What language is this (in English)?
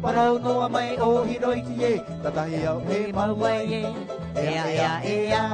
Tahitian